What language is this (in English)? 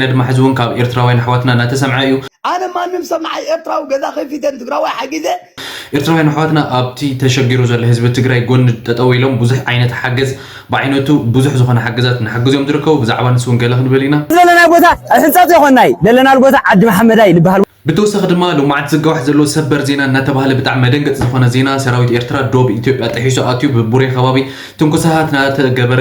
Tigrinya